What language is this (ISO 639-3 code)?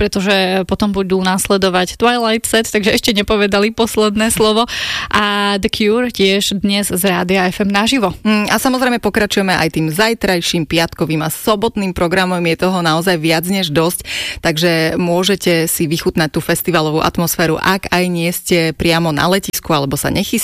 slk